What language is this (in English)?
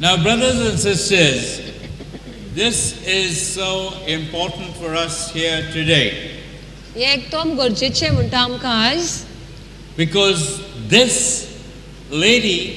Konkani